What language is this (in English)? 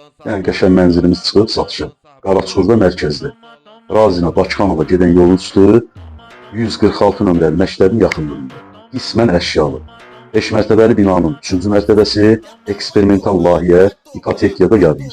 Azerbaijani